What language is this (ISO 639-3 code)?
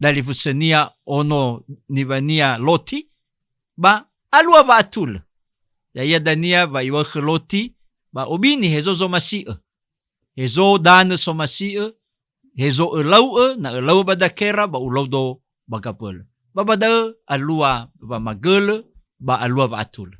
nia